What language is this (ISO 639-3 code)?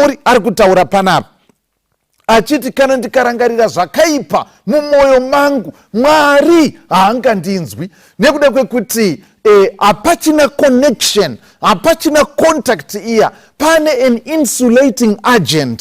sna